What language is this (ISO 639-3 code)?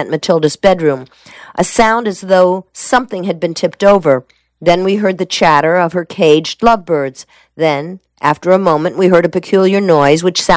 eng